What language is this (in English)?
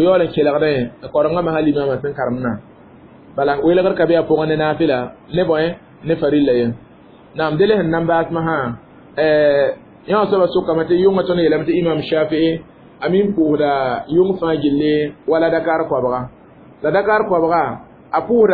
Mossi